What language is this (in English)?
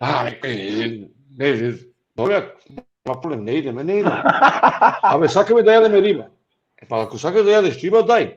Balkan Romani